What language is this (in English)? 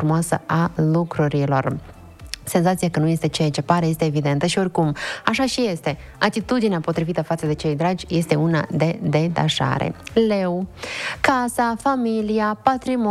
Romanian